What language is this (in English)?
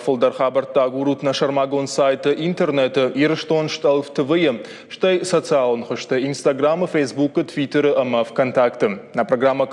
Ossetic